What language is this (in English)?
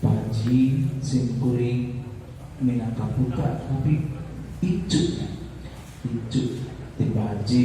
Sundanese